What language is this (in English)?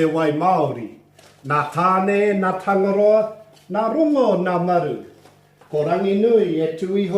Māori